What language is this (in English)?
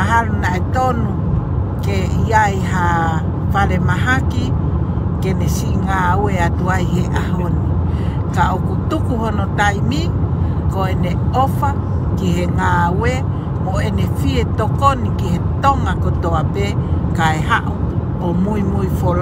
Tongan